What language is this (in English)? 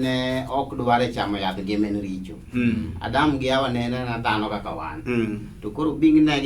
Luo (Kenya and Tanzania)